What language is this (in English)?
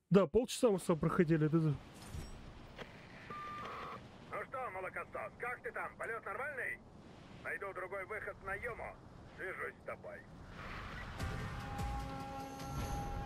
Russian